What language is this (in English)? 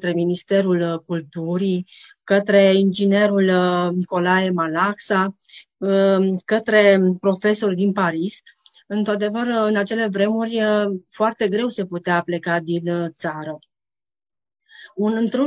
Romanian